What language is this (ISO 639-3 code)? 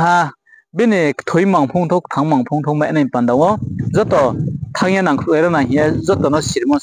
ria